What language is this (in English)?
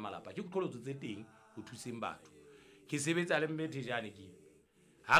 Southern Sotho